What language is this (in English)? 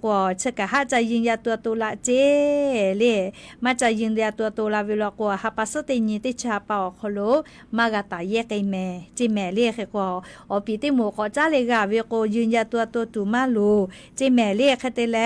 Lahu